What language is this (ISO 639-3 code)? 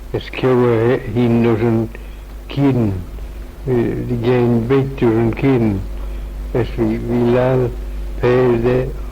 glv